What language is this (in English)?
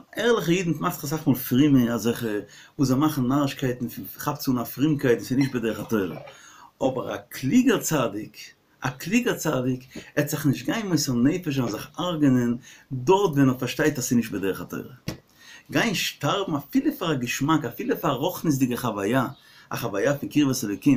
Yiddish